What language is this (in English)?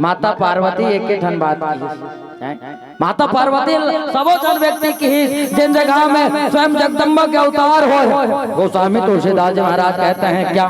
Chhattisgarhi